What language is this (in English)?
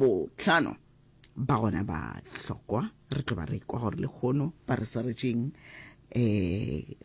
Northern Sotho